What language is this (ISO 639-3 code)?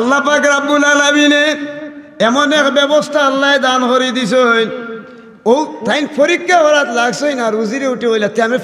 syl